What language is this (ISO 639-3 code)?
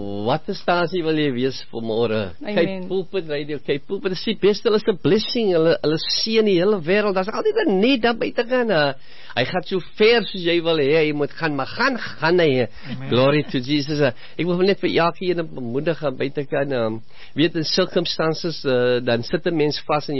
afr